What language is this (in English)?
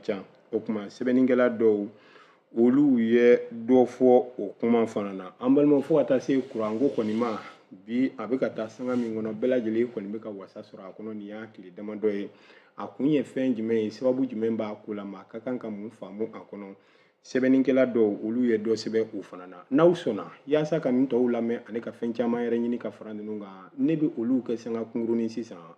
Bambara